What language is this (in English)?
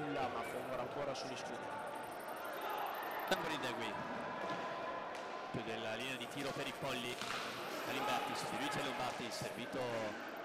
Italian